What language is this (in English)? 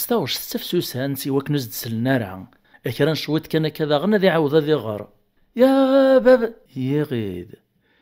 Kabyle